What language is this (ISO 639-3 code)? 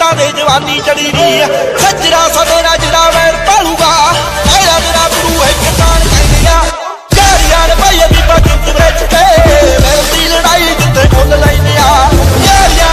pan